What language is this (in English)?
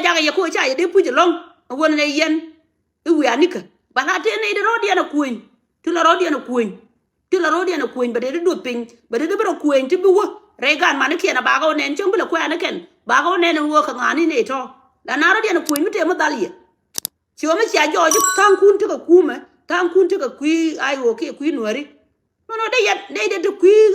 Nuer